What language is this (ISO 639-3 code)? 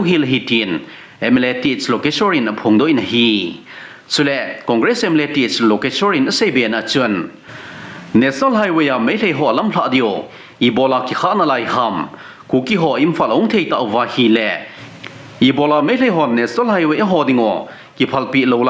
tcz